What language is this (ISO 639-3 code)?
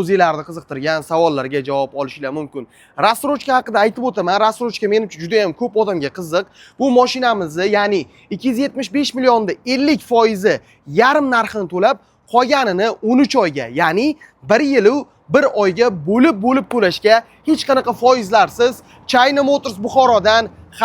uzb